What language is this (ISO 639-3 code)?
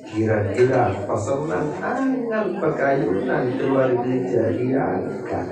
sas